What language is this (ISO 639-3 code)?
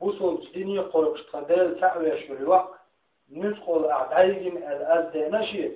che